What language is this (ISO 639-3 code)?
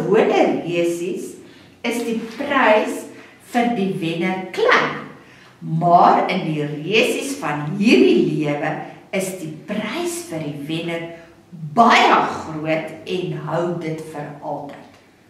afr